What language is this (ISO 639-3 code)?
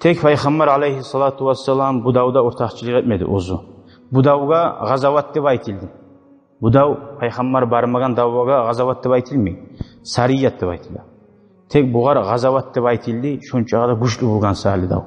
kum